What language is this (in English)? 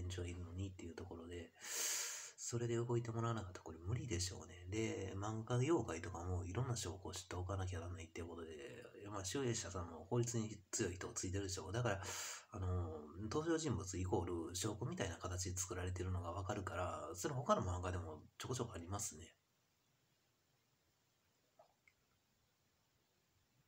Japanese